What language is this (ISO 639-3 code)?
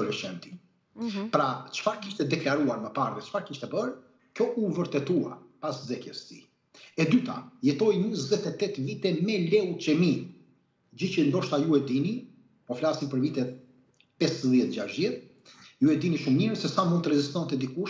sqi